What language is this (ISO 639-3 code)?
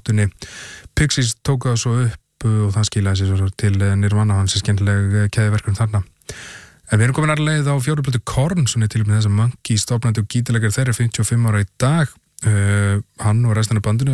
isl